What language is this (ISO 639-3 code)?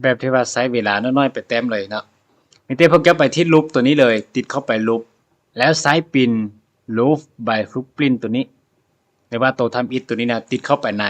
lao